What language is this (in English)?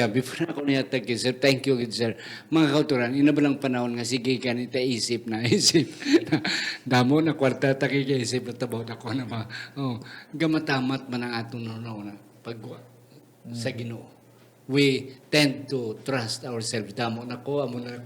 Hiligaynon